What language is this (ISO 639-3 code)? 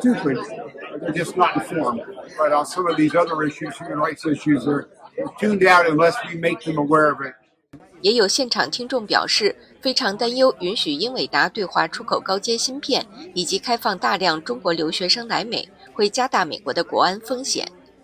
yue